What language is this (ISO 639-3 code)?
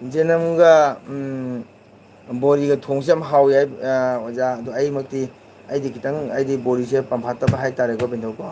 mni